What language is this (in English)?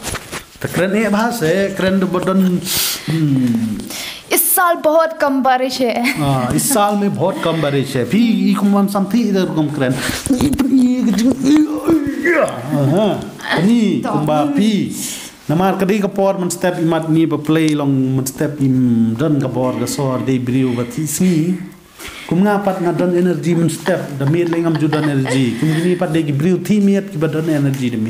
Khasi